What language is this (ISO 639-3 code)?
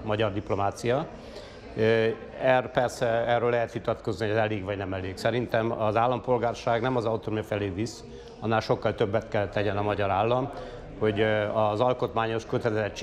hun